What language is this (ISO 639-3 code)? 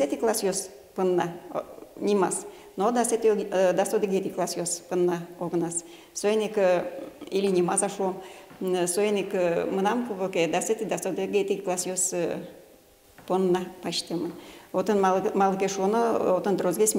udm